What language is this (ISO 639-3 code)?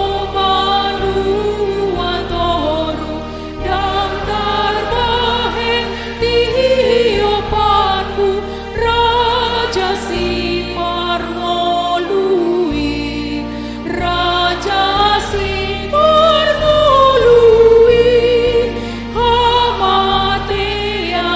bbc